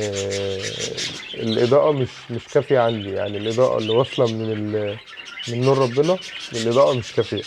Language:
Egyptian Arabic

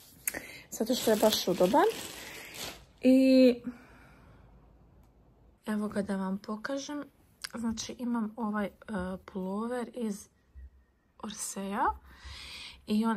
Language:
Croatian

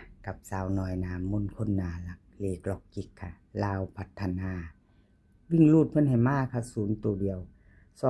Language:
Northeastern Thai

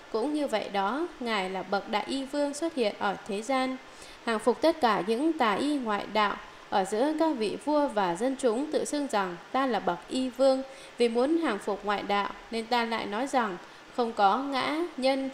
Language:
Vietnamese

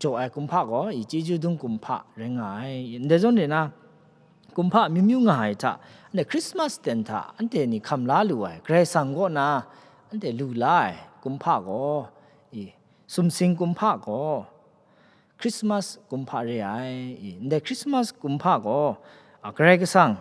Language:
Kachin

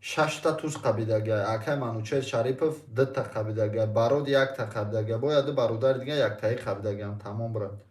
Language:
Tajik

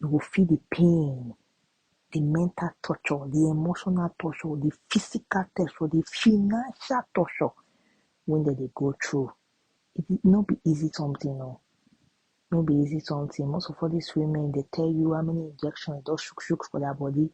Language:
Nigerian Pidgin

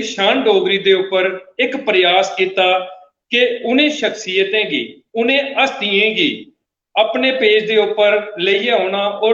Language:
Dogri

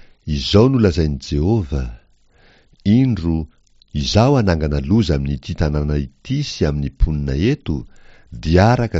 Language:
Malagasy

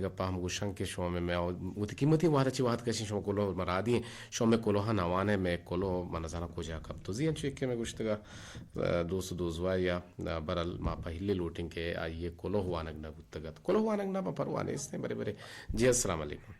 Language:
Eastern Balochi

